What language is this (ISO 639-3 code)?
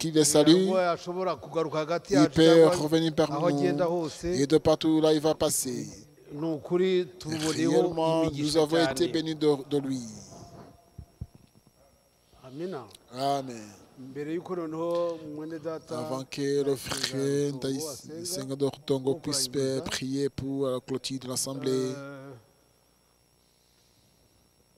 kin